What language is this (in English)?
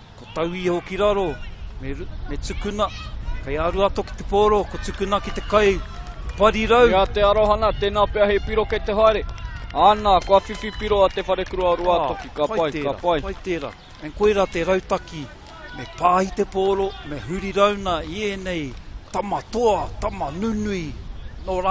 Māori